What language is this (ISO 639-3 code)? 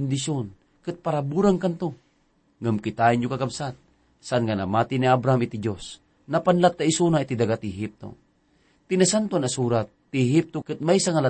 ilo